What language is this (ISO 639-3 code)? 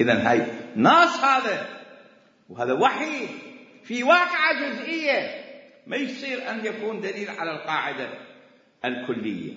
acm